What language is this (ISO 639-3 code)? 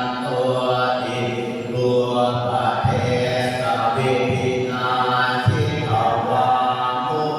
pli